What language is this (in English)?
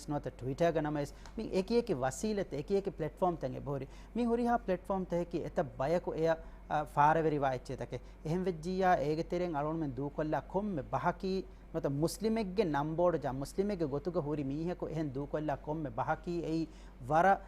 Divehi